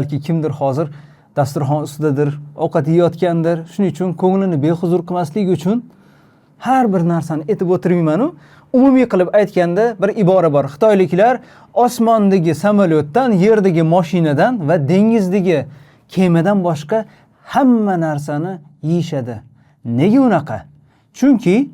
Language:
Uzbek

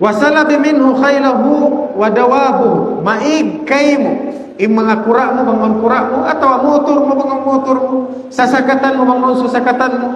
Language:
Tausug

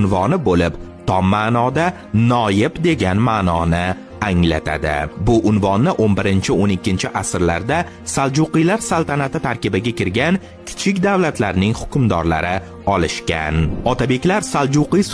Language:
Uzbek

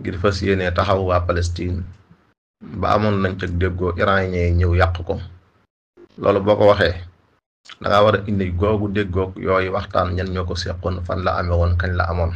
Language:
Wolof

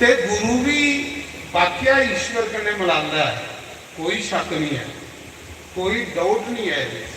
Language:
Dogri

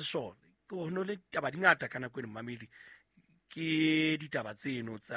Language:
Southern Sotho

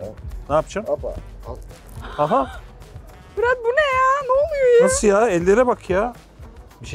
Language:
Turkish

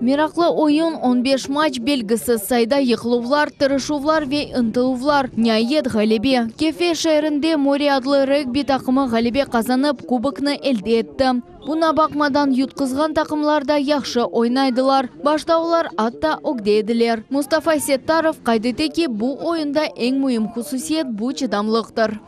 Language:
Crimean Tatar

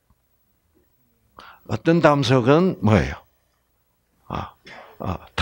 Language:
Korean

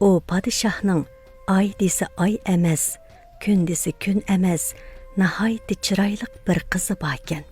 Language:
Uyghur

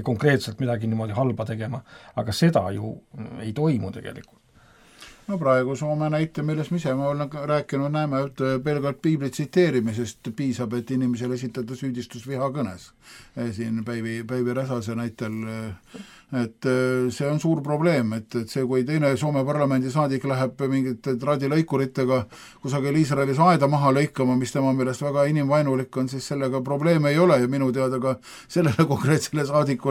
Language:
Estonian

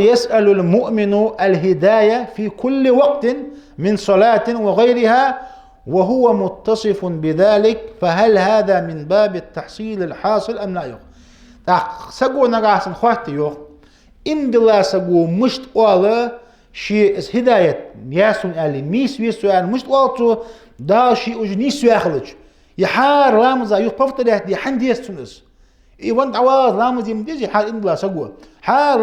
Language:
Ingush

